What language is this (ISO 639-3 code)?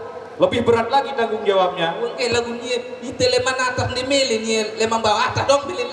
sas